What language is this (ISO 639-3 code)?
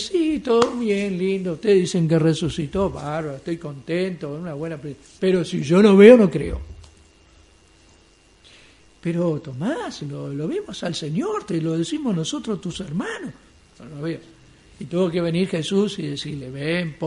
spa